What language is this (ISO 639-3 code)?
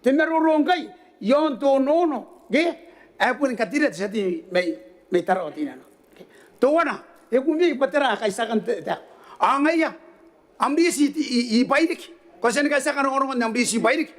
gil